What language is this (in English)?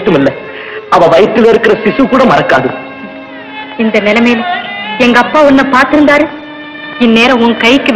Tamil